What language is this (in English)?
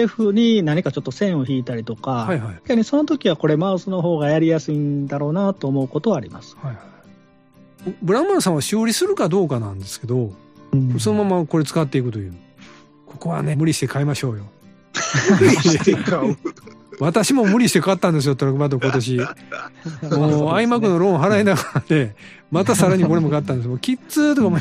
Japanese